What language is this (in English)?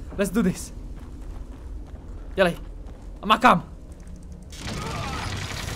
Czech